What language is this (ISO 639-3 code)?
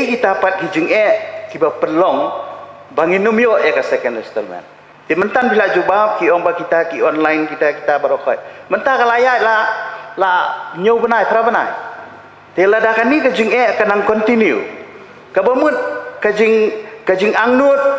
kha